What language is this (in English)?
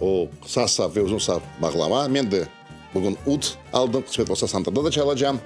Crimean Tatar